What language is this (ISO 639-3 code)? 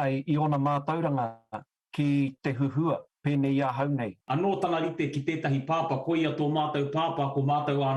mri